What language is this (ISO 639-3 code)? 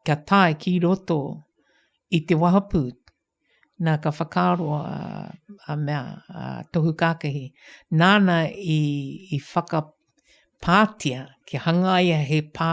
mri